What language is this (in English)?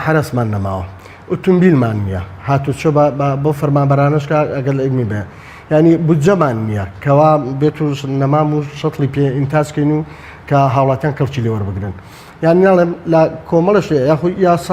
Central Kurdish